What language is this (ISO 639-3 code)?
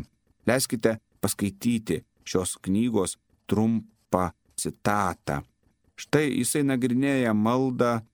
lit